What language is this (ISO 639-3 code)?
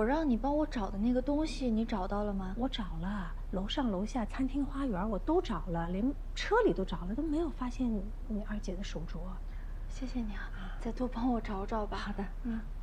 zho